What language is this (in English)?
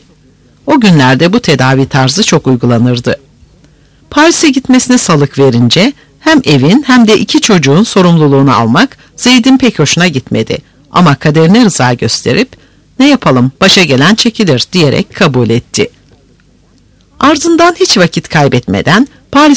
Turkish